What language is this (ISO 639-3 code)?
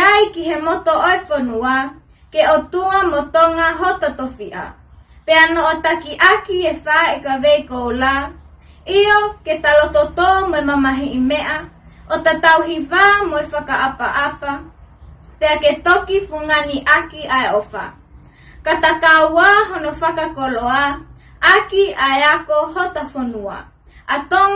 ton